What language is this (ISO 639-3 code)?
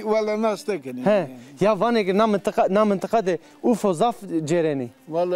zza